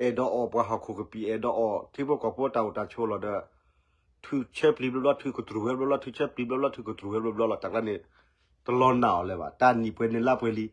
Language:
S'gaw Karen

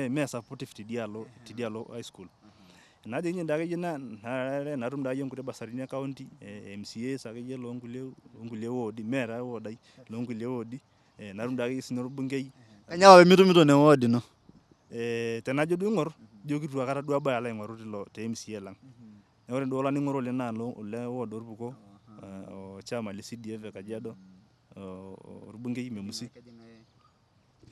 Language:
Masai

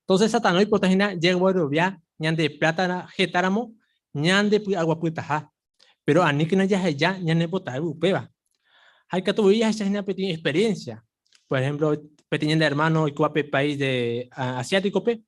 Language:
Guarani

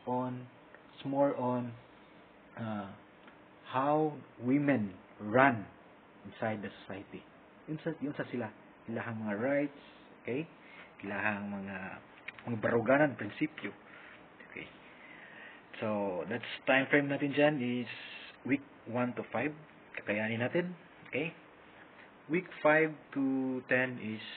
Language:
Filipino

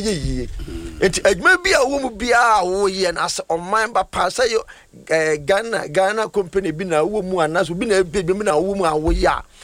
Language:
Akan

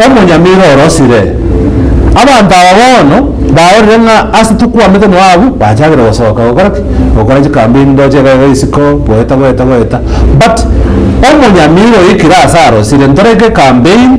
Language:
Gusii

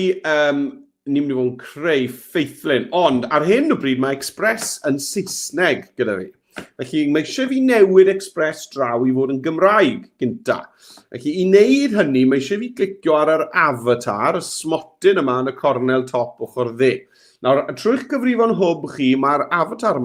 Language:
Welsh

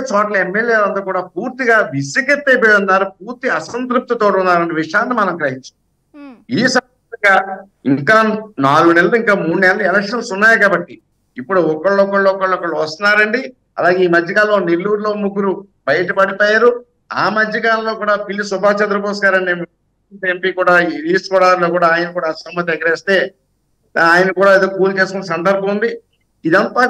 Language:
Telugu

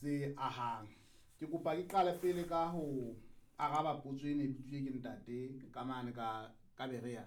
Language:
Southern Sotho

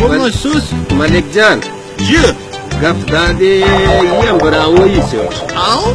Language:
Brahui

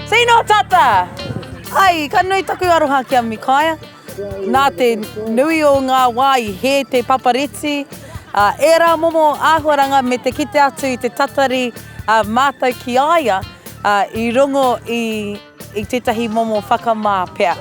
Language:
Māori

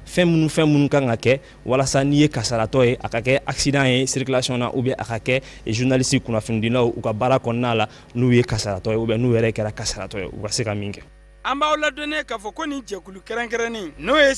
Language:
Bambara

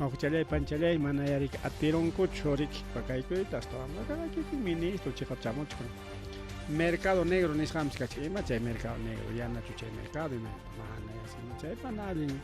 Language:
Ayacucho Quechua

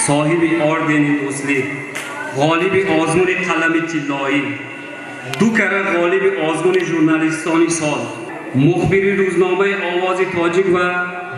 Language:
Tajik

